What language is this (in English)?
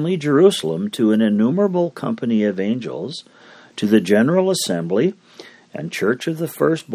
English